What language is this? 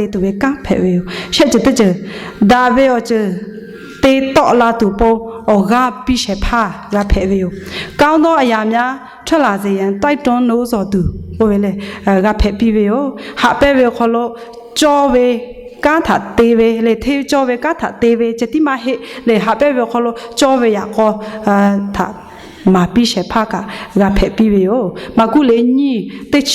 Lahu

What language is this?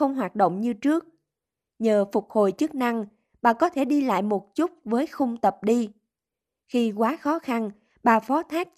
Vietnamese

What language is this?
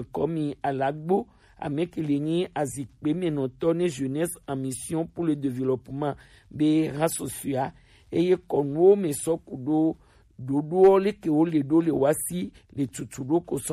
Gen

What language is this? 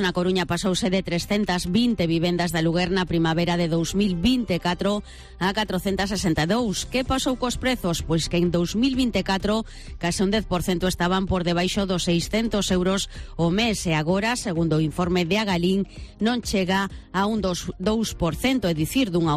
Galician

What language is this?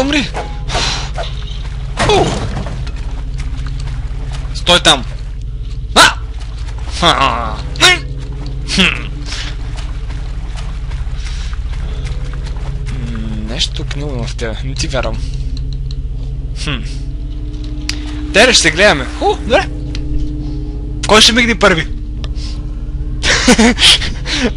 Bulgarian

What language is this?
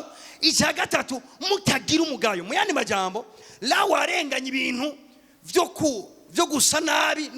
Rundi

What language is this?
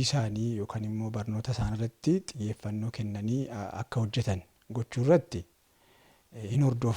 Oromo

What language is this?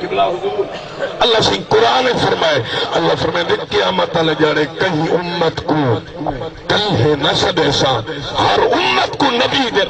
Saraiki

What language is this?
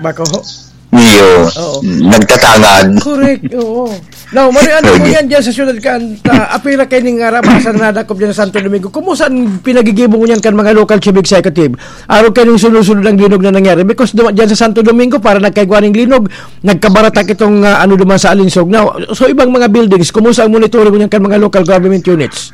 Bikol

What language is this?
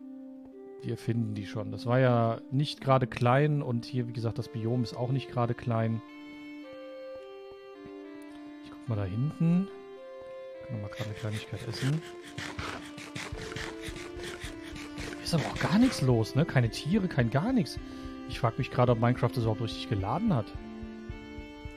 German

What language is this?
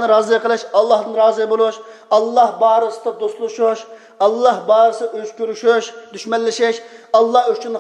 Uyghur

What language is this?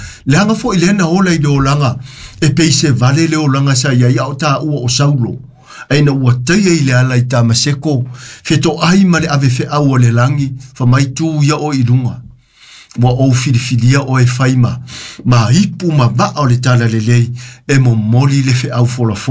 Samoan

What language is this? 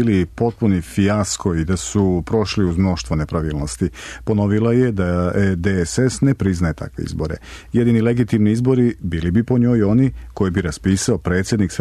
Serbian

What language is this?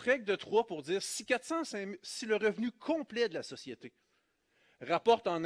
French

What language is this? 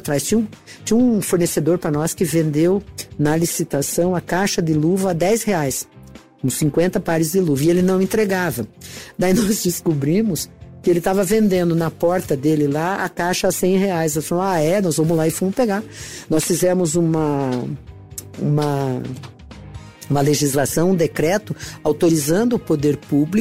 Portuguese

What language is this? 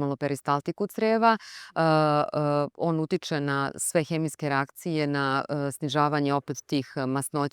Serbian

